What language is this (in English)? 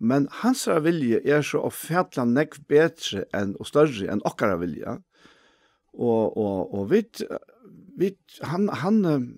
Faroese